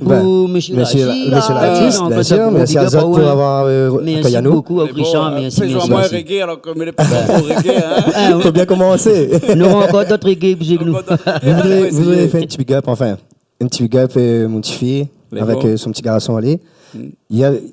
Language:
Réunion Creole French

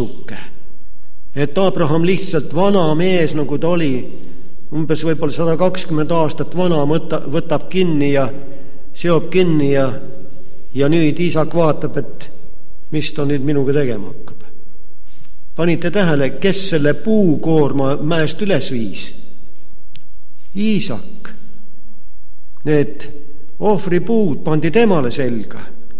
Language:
Estonian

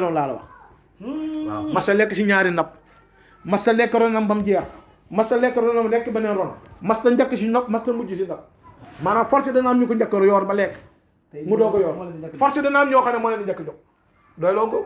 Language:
Wolof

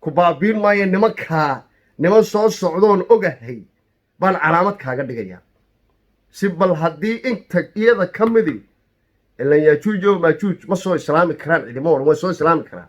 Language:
Somali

